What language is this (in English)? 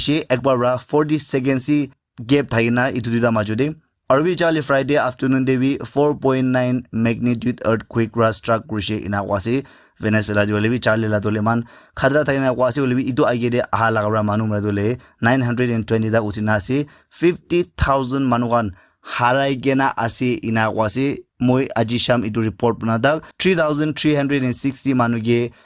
Naga Pidgin